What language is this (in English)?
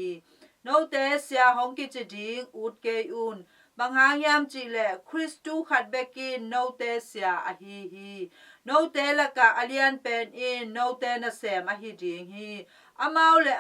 Tedim Chin